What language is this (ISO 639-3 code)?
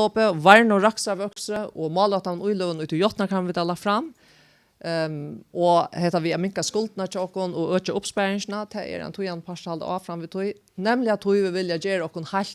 fao